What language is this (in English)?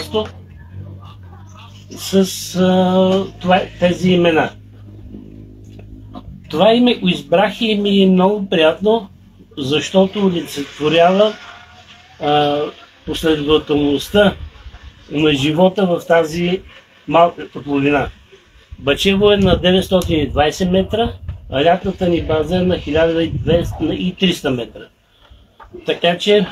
Bulgarian